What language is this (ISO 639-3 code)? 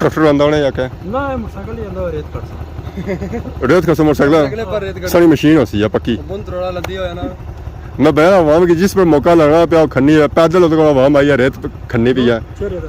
phr